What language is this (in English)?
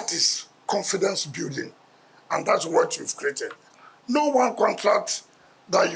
Nigerian Pidgin